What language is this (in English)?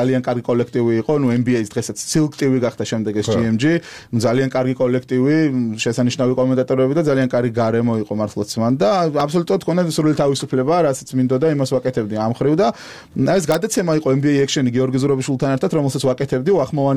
Georgian